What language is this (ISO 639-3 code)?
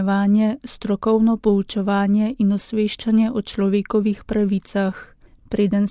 slv